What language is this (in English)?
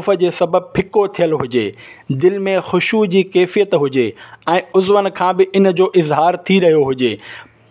Sindhi